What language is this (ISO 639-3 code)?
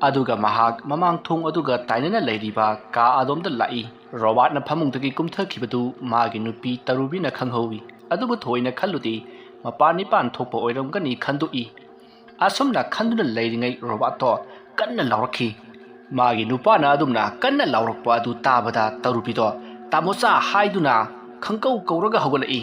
mni